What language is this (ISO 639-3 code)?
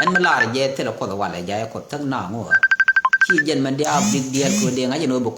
nus